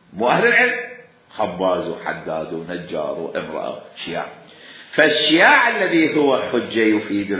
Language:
Mesopotamian Arabic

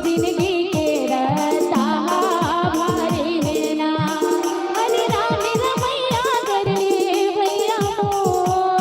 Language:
Chhattisgarhi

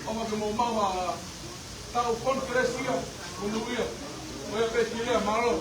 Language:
Tongan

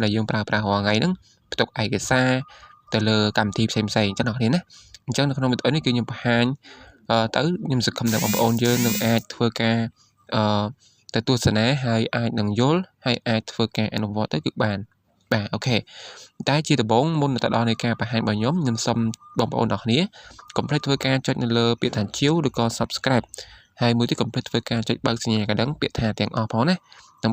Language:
Khmer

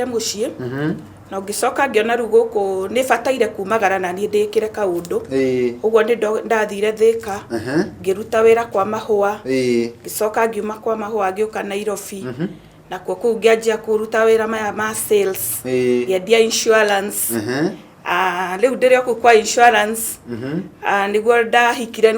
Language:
Kikuyu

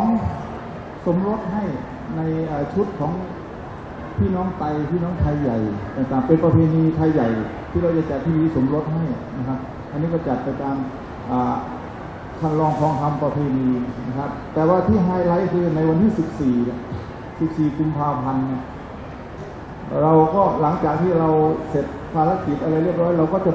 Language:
Thai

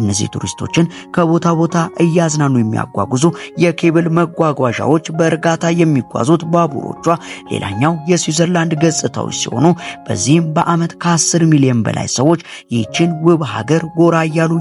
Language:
Amharic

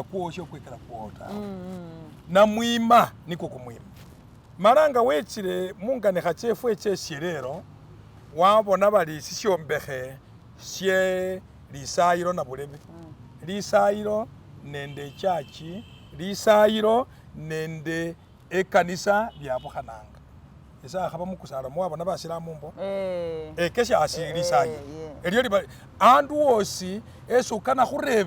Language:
Masaaba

